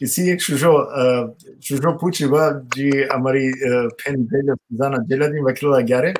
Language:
Balkan Romani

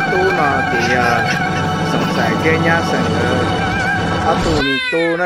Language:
Hmong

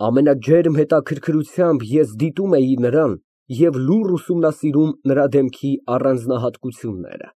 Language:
Armenian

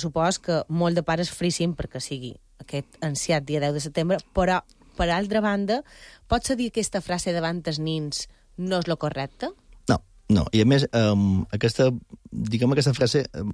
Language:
Catalan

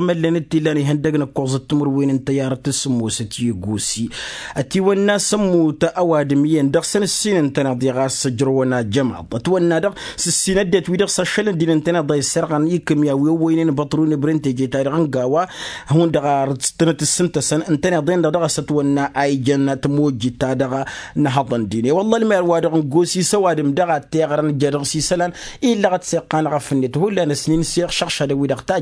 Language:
Tamasheq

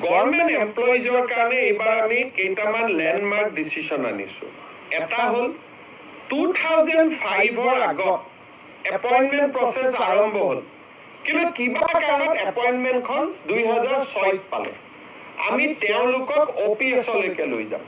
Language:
Assamese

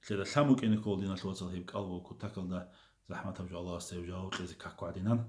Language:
Avaric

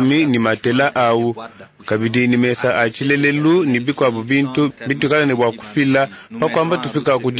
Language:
Luba-Lulua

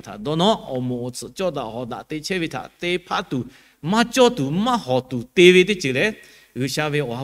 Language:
Lahu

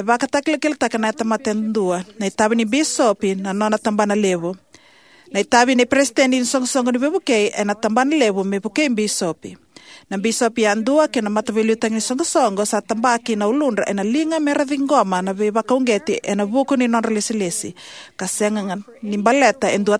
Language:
Fijian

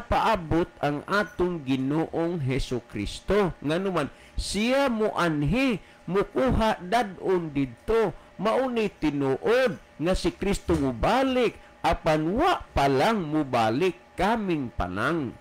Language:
Cebuano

